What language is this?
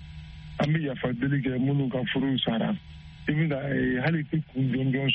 Bambara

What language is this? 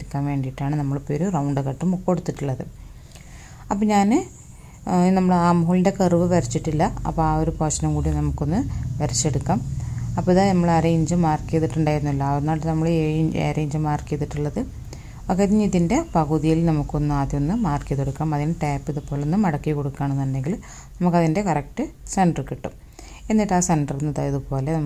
Malayalam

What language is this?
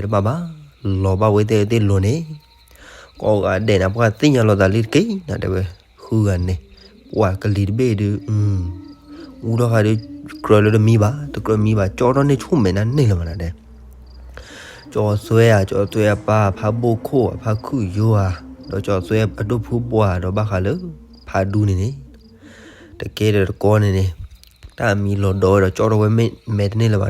S'gaw Karen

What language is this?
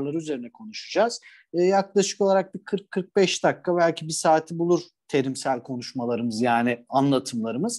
Turkish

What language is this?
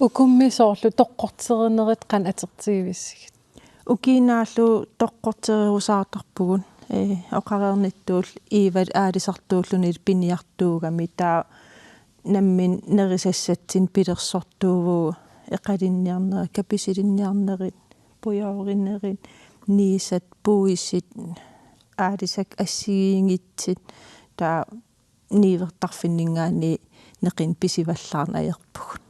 Kalaallisut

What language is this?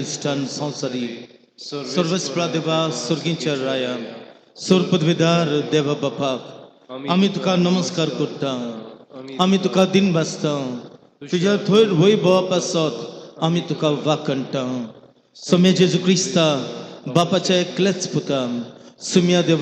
Konkani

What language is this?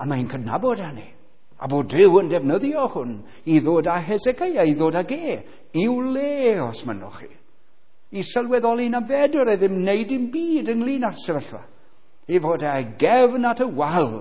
Welsh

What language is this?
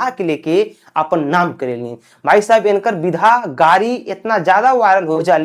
Bhojpuri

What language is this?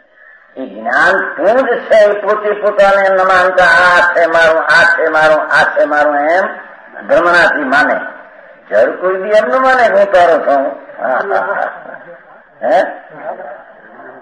Gujarati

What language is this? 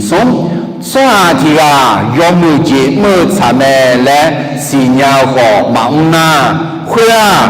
Akha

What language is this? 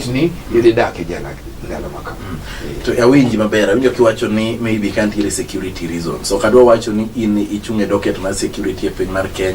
Luo (Kenya and Tanzania)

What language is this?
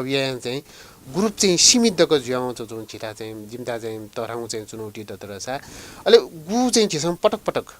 Newari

